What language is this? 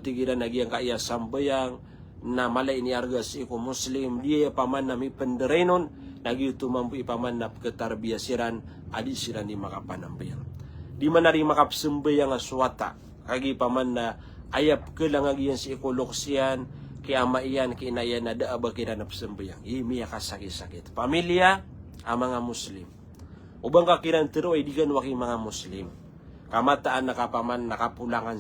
Maranao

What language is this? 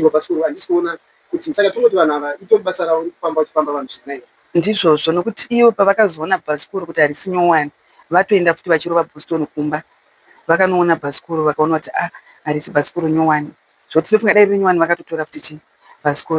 Shona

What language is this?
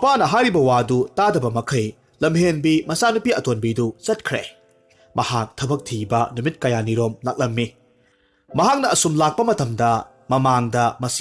Manipuri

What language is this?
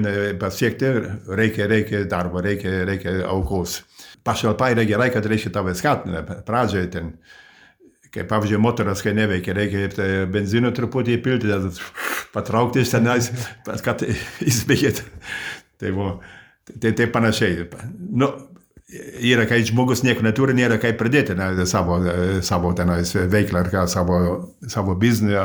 Lithuanian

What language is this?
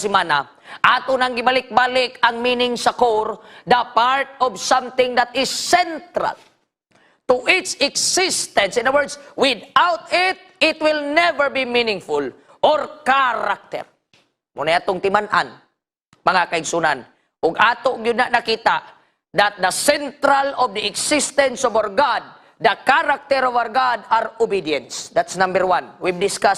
Cebuano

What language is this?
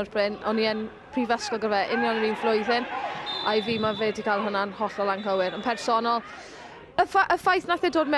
Welsh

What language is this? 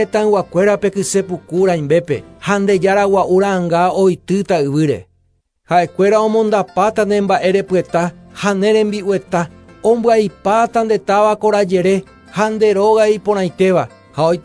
Guarani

